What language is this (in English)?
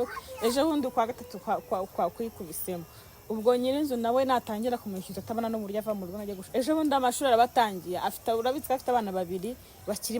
Kinyarwanda